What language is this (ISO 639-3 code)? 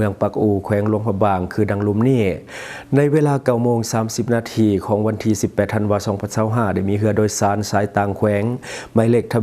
lao